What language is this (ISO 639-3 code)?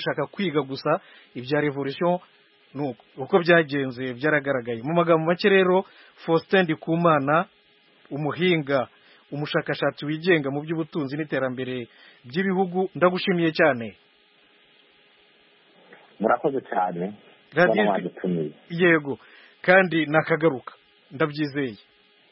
kin